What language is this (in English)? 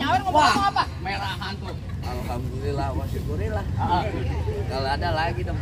Betawi